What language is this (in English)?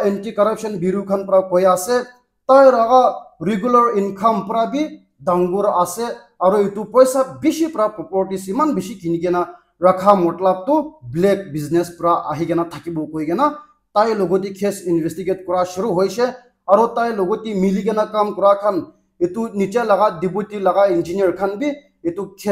Naga Pidgin